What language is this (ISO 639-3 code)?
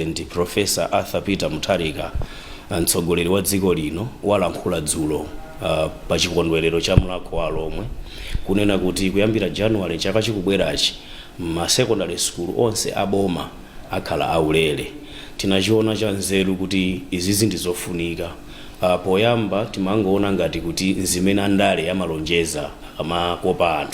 nya